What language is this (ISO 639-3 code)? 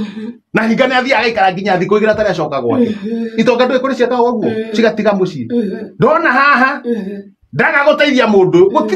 kik